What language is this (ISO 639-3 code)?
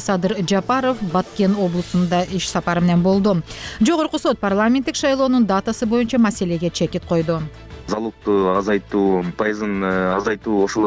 kir